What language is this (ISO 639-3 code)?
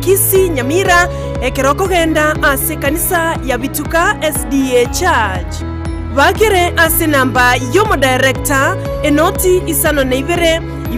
guz